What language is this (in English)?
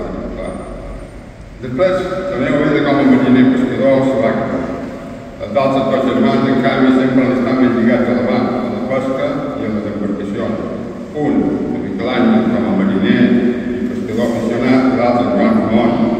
Catalan